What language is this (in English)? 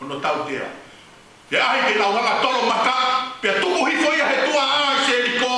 Tongan